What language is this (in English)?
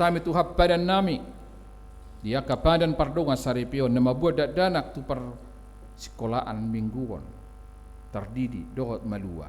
Batak Toba